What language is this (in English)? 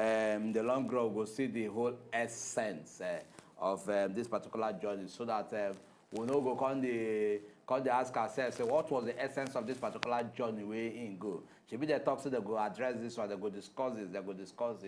Nigerian Pidgin